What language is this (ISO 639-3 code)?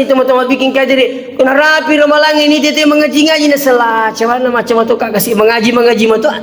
bug